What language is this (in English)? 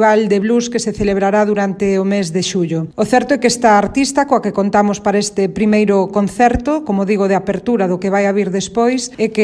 Galician